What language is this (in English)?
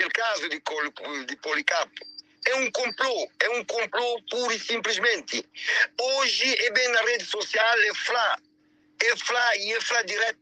Kabuverdianu